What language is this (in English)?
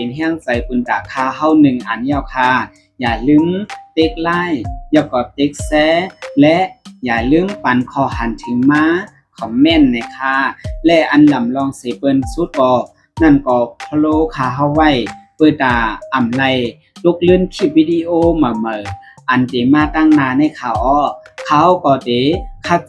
Shan